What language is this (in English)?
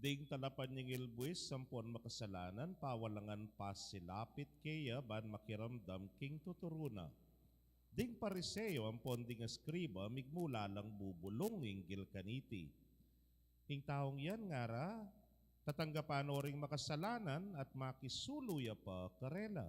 Pampanga